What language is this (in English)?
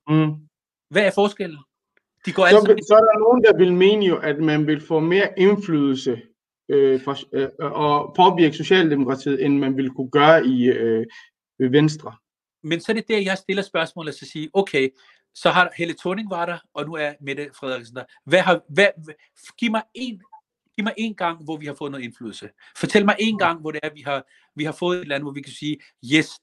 Danish